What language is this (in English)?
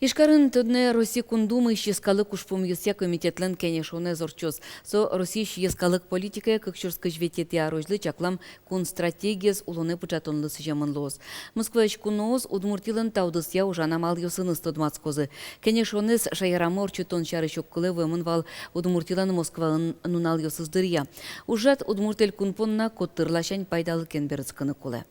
Udmurt